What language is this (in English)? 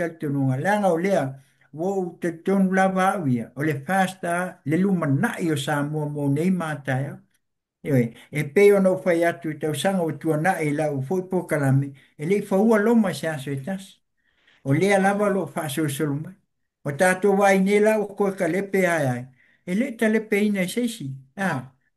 Samoan